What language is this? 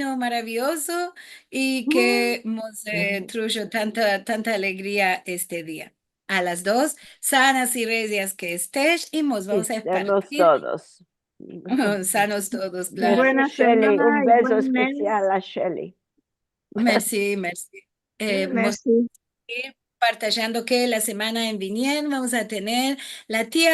Ladino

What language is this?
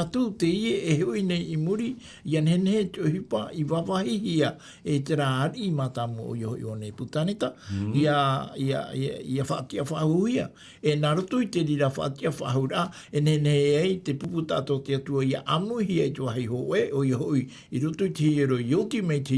Tahitian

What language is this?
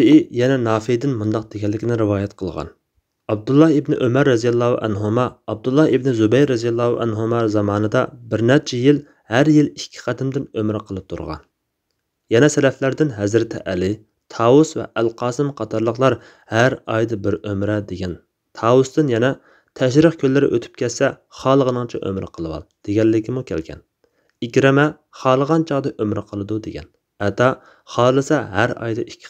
Uyghur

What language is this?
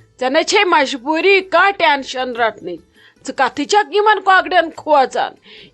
Kashmiri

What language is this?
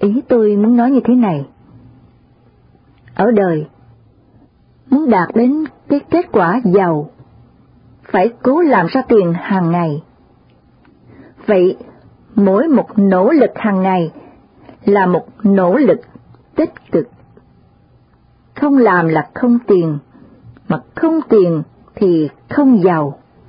Vietnamese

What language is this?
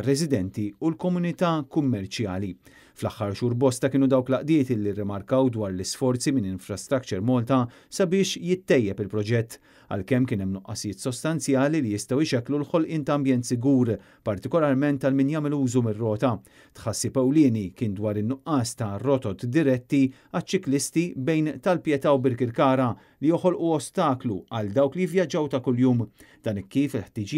Maltese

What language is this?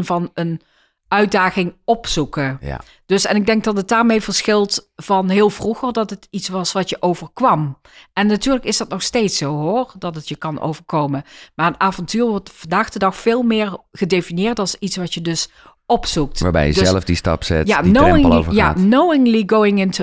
Dutch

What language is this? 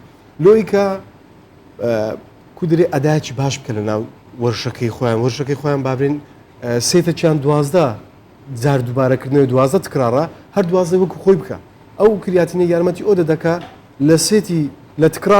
Central Kurdish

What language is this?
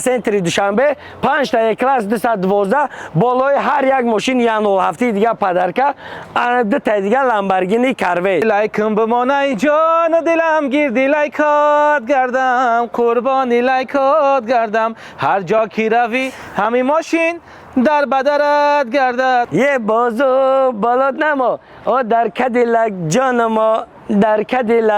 Tajik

